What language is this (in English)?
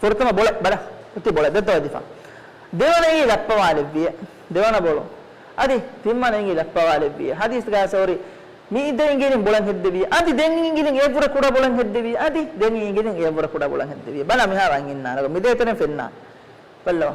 Divehi